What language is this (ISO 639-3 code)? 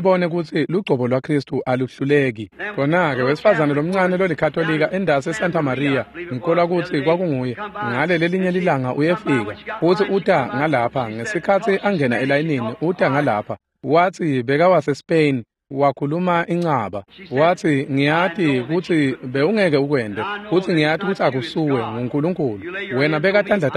ssw